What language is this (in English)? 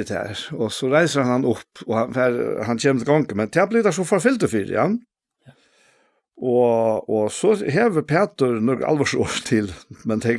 Faroese